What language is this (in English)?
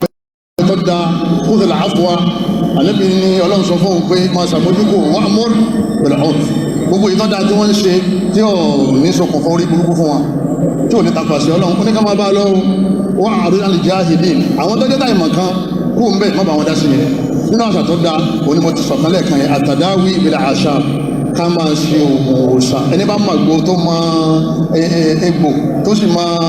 Yoruba